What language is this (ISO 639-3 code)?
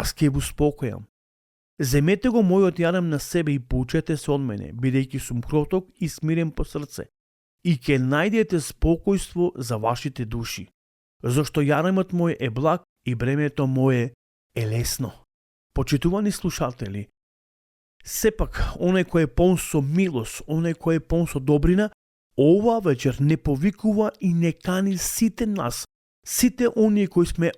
mkd